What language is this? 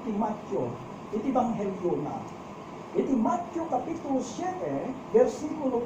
Iloko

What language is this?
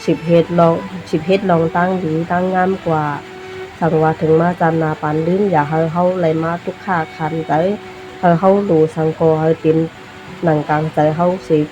Shan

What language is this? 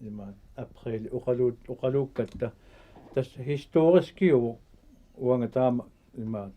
Kalaallisut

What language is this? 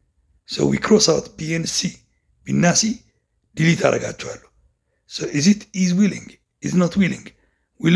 Amharic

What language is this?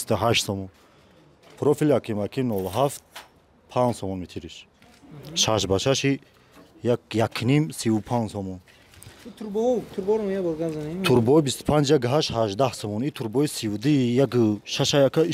Tajik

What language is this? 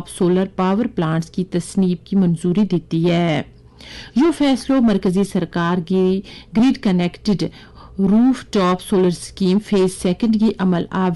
Gujari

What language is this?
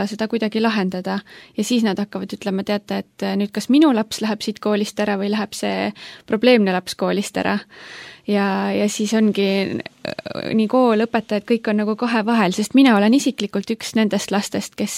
Estonian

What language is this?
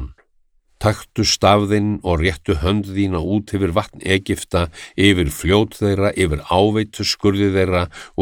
Icelandic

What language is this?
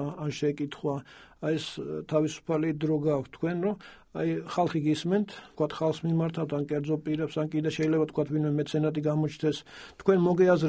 Georgian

